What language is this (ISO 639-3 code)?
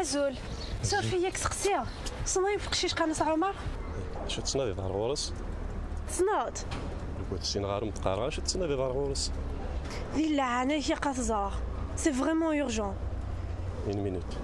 kab